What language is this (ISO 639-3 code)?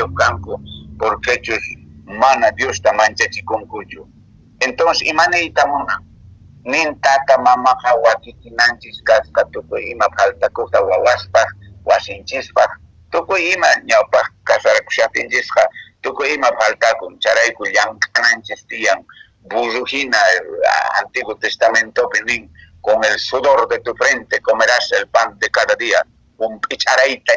que